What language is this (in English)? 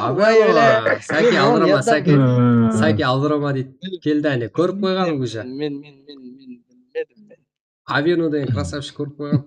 Kara-Kalpak